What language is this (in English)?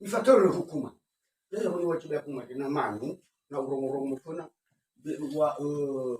Nias